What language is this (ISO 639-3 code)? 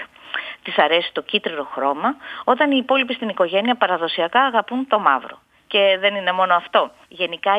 ell